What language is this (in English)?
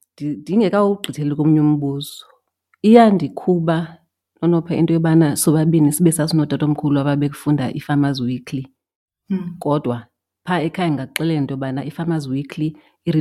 Xhosa